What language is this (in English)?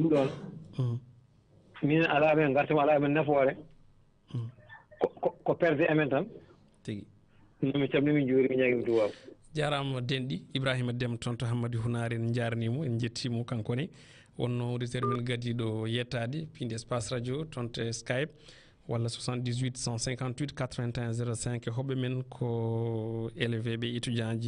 Fula